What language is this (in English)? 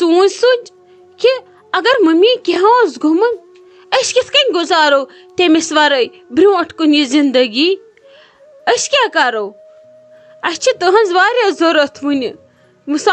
Kashmiri